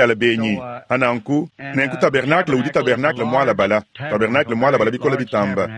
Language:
Luba-Lulua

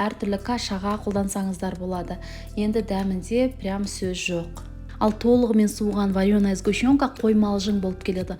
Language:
Kazakh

